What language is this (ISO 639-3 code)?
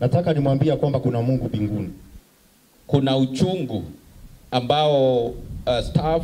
mer